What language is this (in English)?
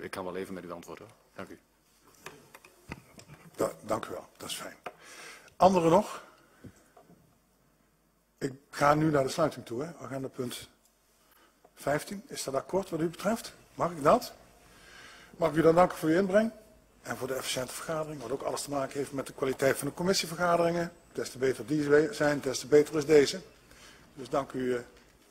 Dutch